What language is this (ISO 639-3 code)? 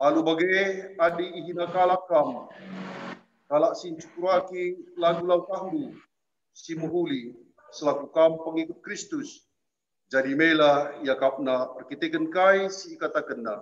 btx